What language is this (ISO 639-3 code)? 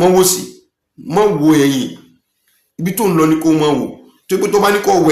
yor